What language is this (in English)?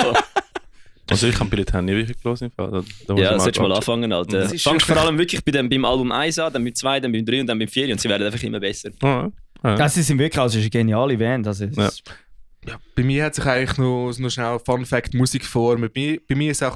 Swiss German